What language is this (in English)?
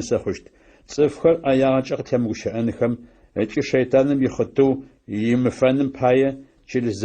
Adyghe